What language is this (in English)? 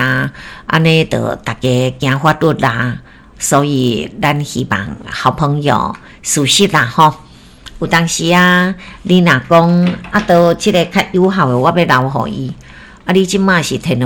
Min Nan Chinese